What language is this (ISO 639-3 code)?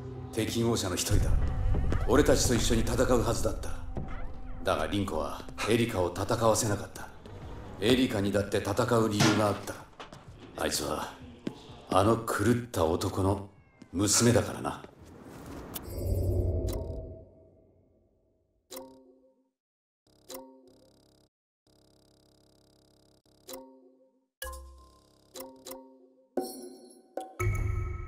jpn